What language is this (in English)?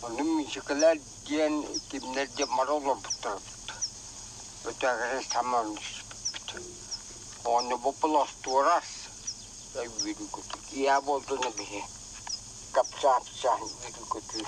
Yakut